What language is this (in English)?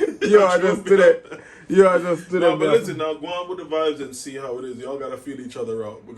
Jamaican Creole English